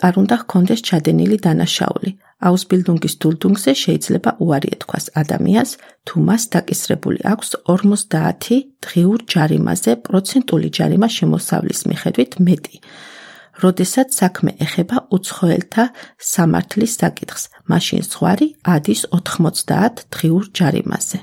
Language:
Georgian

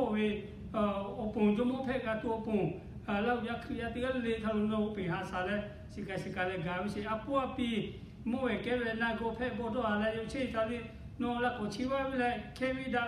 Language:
Lahu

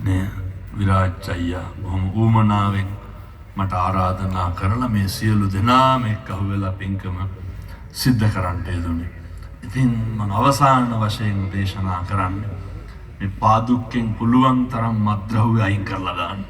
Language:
Sinhala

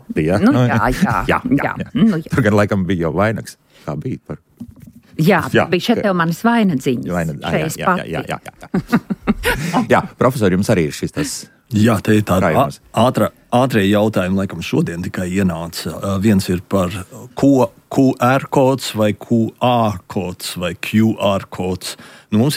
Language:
Latvian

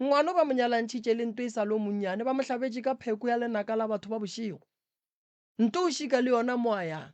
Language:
Northern Sotho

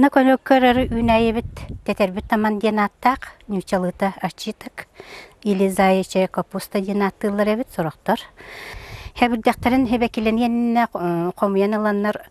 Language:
Yakut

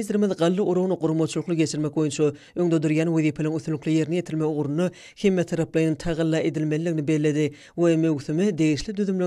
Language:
Turkmen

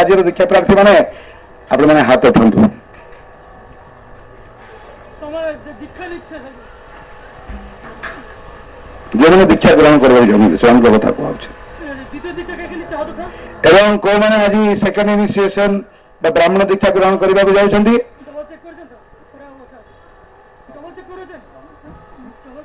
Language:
Odia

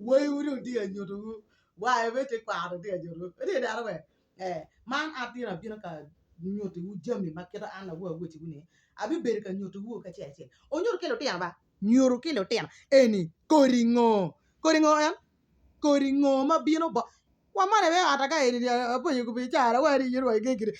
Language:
Acoli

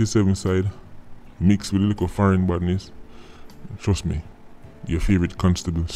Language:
Jamaican Creole English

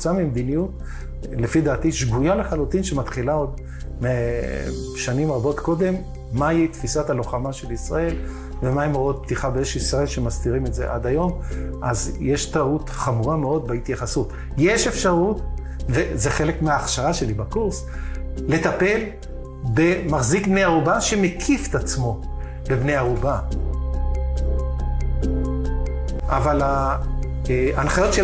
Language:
Hebrew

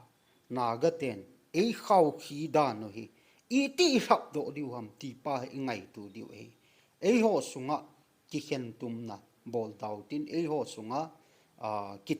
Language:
Thado Chin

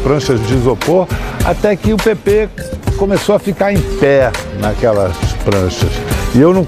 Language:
Portuguese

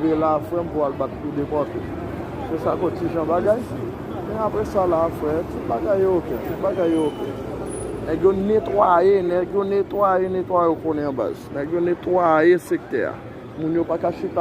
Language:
Haitian Creole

